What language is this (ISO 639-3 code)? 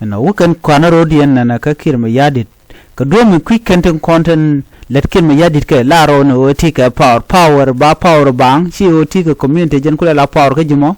nus